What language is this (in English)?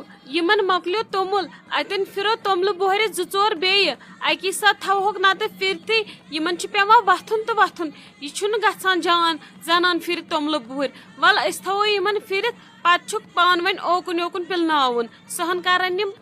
Kashmiri